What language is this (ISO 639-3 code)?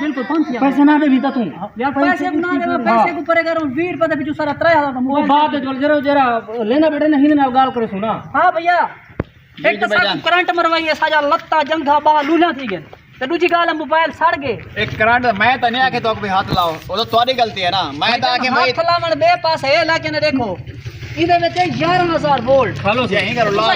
skr